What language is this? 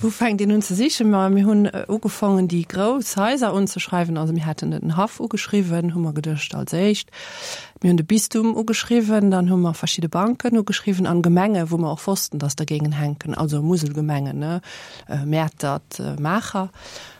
Luxembourgish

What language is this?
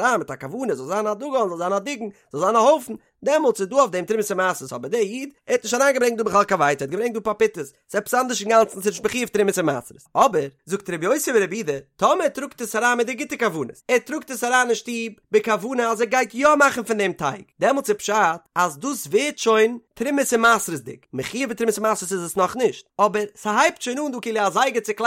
Yiddish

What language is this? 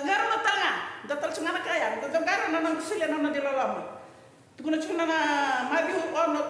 Fijian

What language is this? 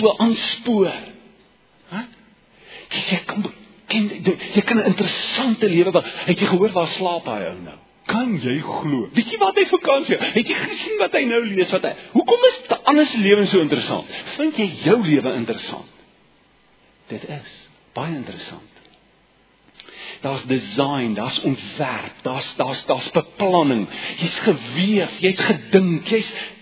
Afrikaans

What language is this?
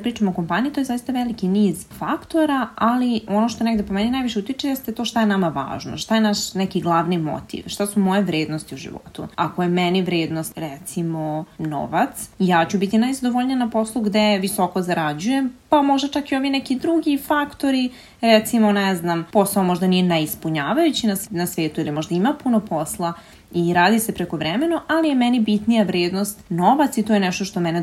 Serbian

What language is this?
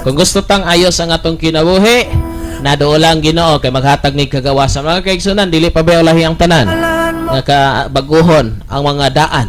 Cebuano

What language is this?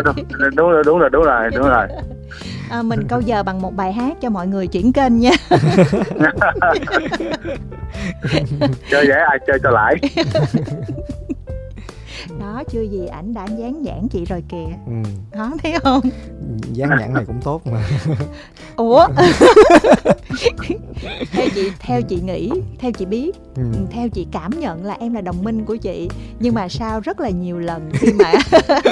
Vietnamese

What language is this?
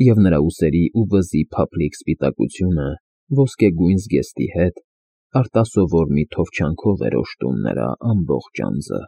Armenian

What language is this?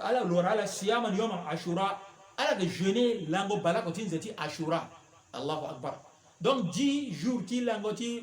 Sango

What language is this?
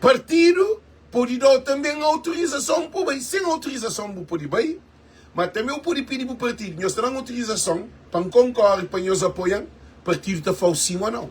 Kabuverdianu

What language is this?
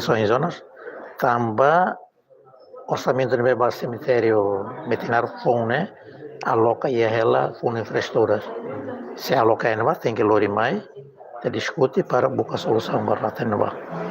Tetum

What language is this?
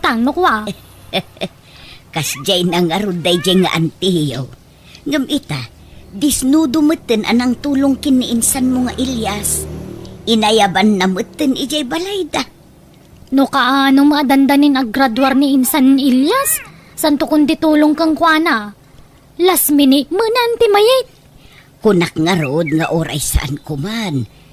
Iloko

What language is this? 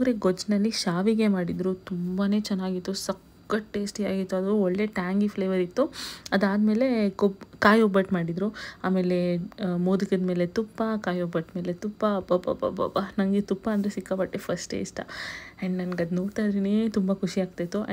Kannada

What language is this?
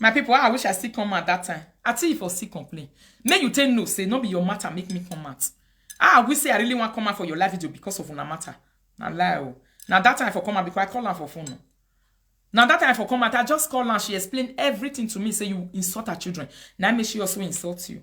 Nigerian Pidgin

